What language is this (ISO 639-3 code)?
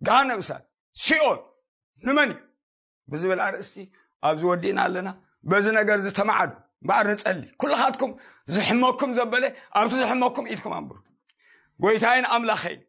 tir